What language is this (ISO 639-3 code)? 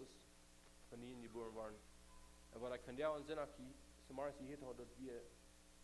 pdt